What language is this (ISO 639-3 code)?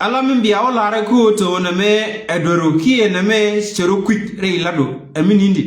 nus